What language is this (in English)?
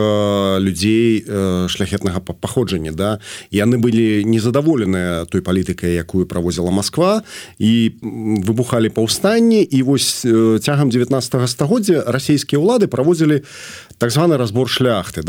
Belarusian